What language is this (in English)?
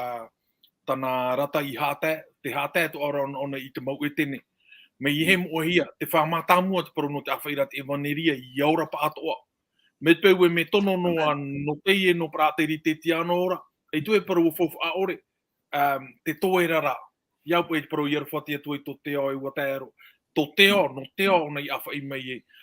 Tahitian